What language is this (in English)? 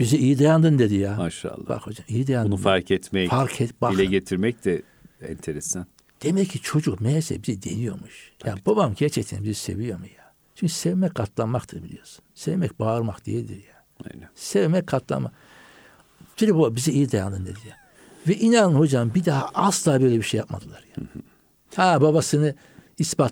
Turkish